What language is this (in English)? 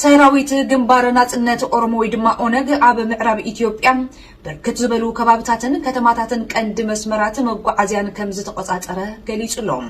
Tigrinya